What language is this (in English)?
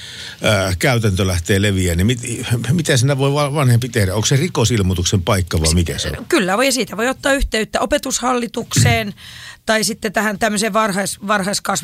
Finnish